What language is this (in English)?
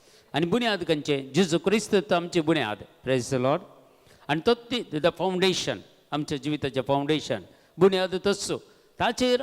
Konkani